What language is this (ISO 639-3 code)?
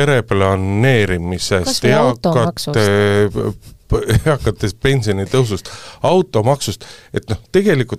est